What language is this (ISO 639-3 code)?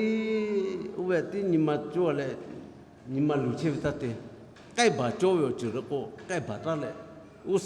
lhu